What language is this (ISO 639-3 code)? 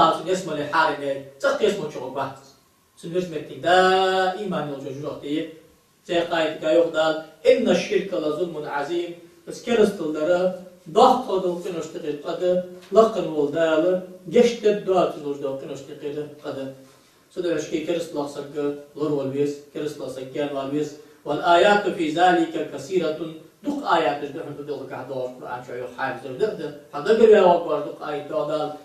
inh